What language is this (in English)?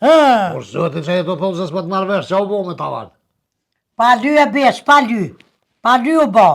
Albanian